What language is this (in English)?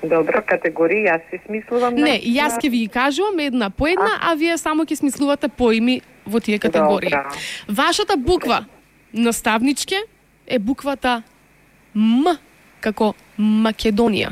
Macedonian